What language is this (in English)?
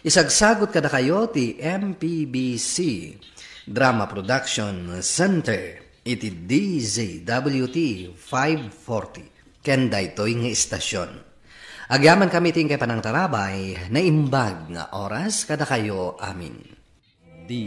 Iloko